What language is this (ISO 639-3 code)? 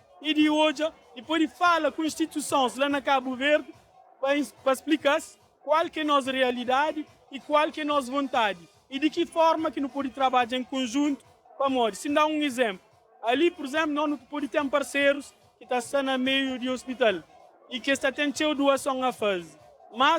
kea